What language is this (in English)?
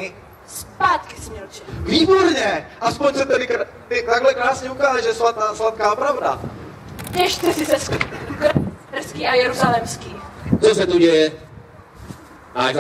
Czech